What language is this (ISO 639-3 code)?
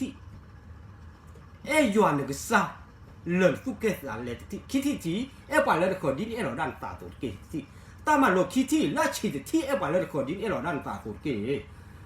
ksw